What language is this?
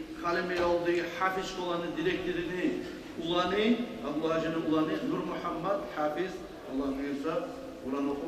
Kumyk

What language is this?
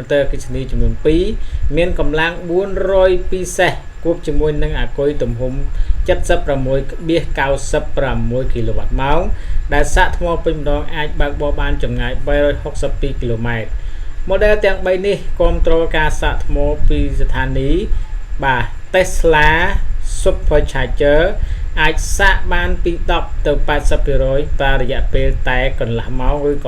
Khmer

